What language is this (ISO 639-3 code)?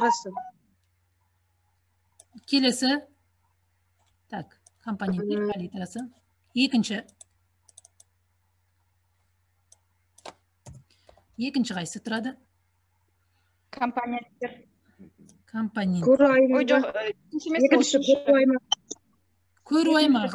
kaz